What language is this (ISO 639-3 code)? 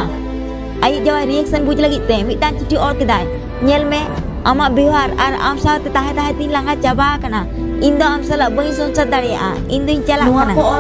sat